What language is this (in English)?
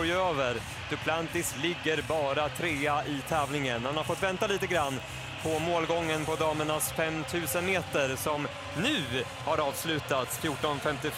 Swedish